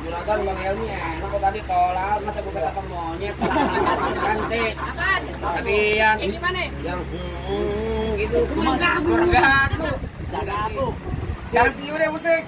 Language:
Betawi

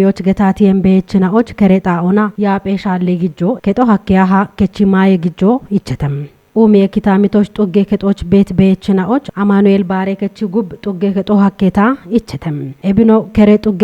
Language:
Kafa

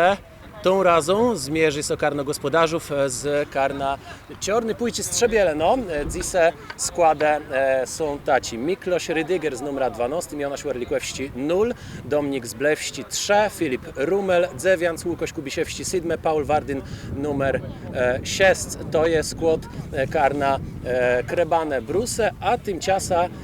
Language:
Kashubian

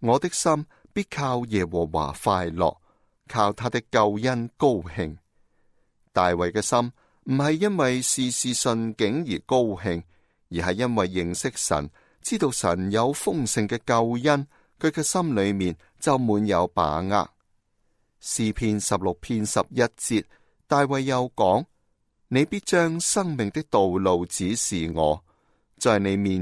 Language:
Cantonese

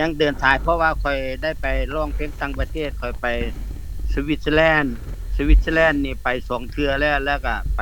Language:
Lao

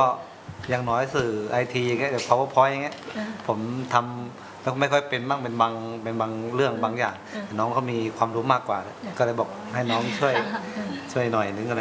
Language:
Thai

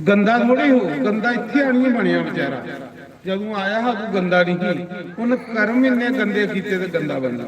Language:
Dogri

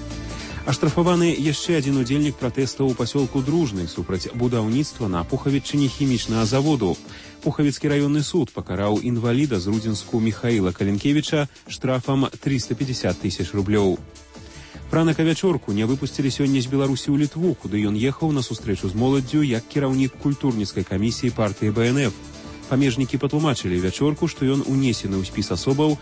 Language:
Belarusian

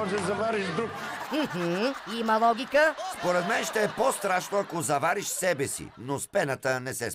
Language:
Bulgarian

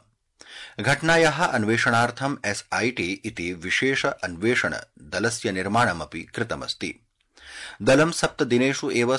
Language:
Sanskrit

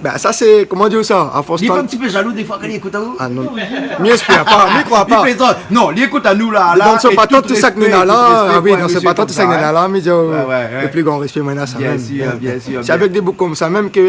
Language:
Réunion Creole French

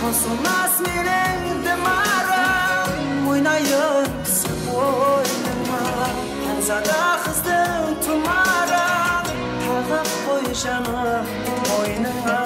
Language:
Kara-Kalpak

